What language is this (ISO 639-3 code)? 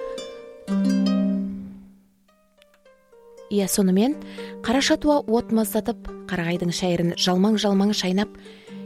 kaz